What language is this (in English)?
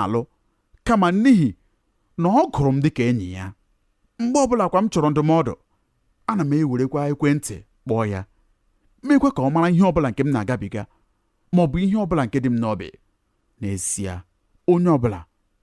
Igbo